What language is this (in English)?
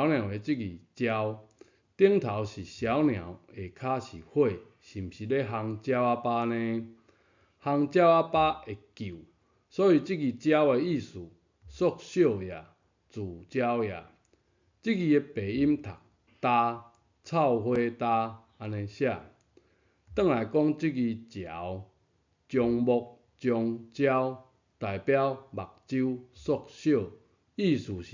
Min Nan Chinese